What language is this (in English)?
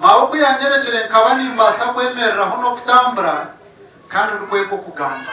Nyankole